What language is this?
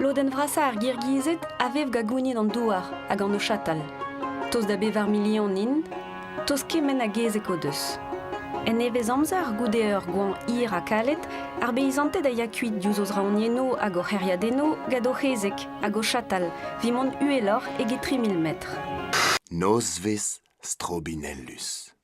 Breton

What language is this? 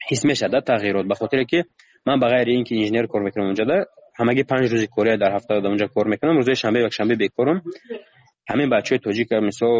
Tajik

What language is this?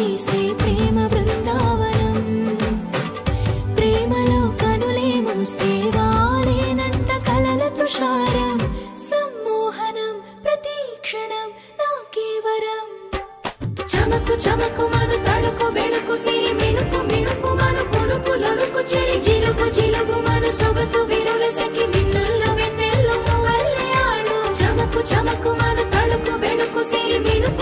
Telugu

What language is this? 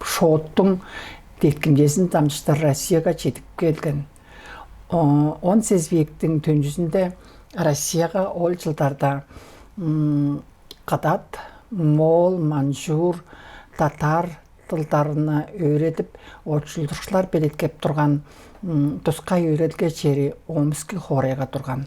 Tuvinian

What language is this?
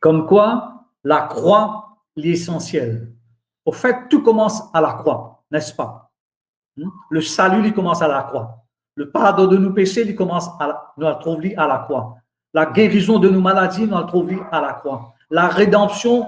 Morisyen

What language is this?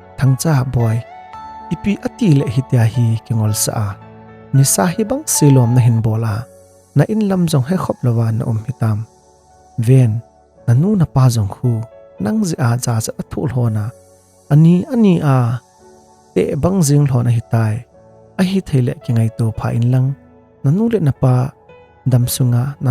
Thado Chin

